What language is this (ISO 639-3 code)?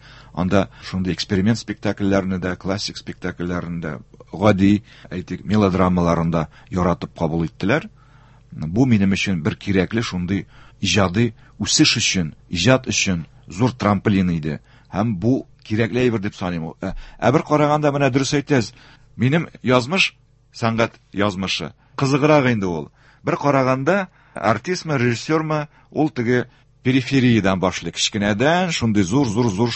tat